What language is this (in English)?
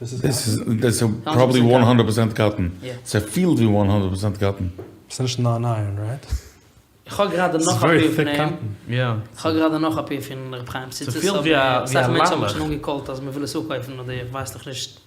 Yiddish